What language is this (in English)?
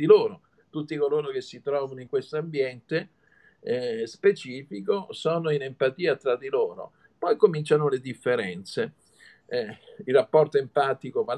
Italian